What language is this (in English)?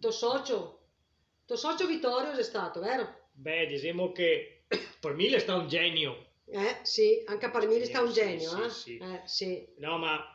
Venetian